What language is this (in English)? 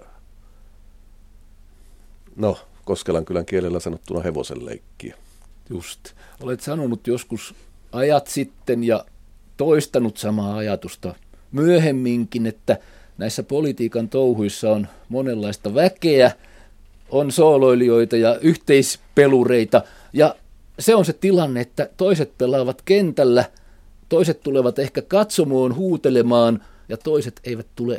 Finnish